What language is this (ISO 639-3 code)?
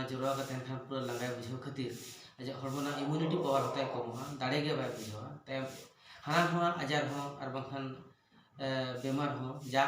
sat